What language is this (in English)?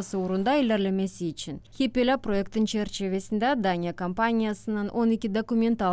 Gagauz